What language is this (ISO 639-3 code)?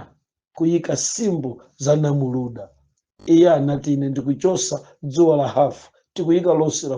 nya